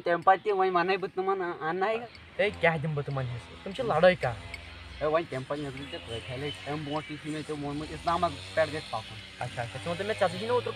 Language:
Kashmiri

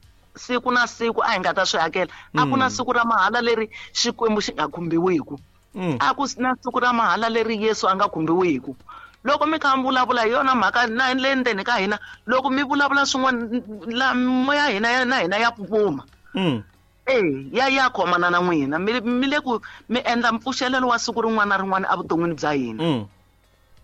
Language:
Tsonga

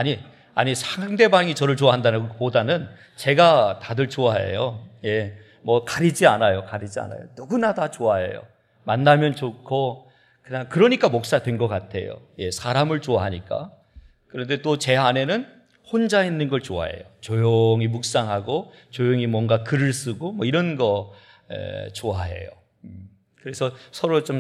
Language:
Korean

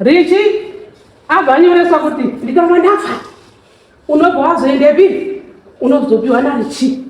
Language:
Shona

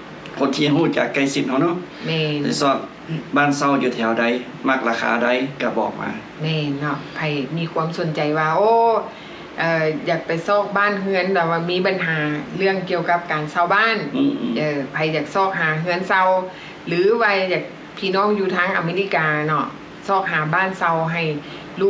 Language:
Lao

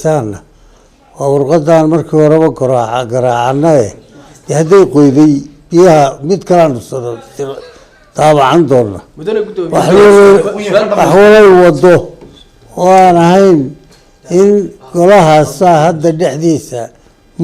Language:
Somali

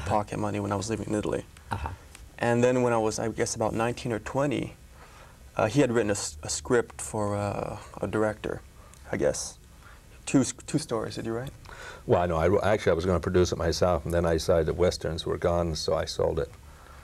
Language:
English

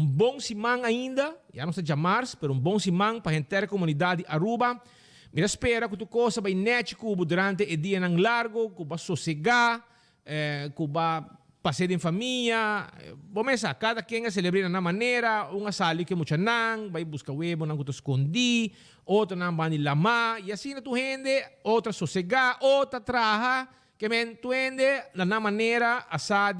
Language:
Papiamento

